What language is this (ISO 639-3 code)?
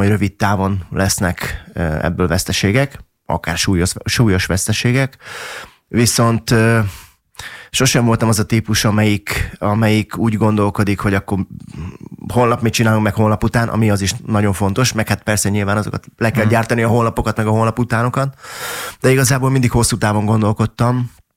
hun